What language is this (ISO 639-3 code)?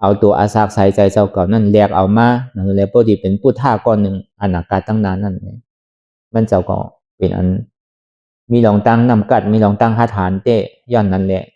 shn